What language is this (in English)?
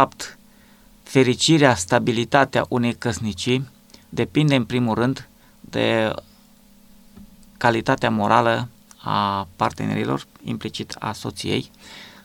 Romanian